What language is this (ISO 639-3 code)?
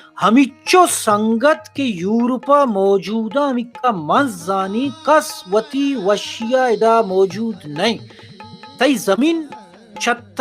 bal